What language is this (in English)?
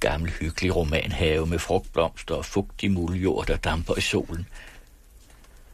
Danish